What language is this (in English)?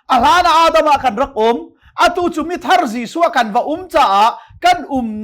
Hakha Chin